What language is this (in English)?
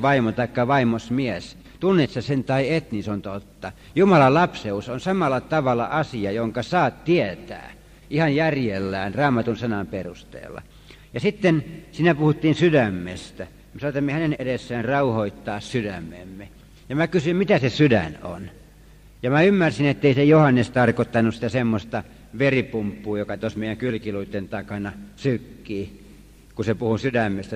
Finnish